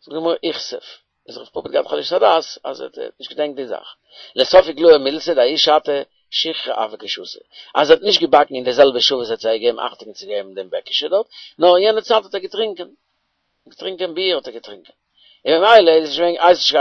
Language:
Yiddish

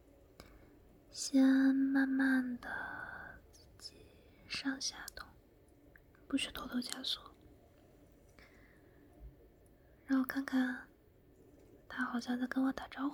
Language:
Chinese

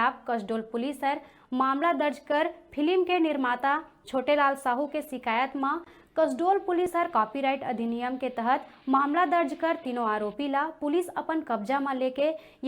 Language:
Chhattisgarhi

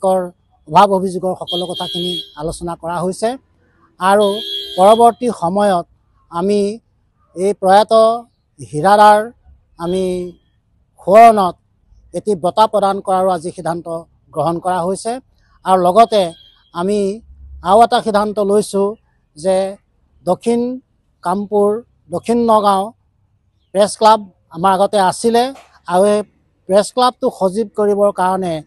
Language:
Assamese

